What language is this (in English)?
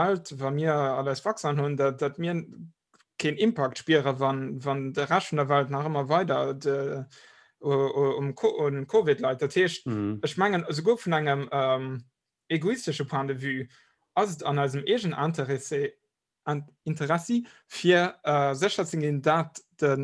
Luxembourgish